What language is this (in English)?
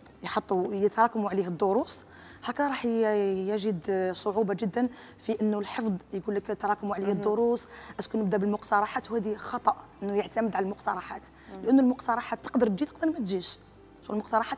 Algerian Arabic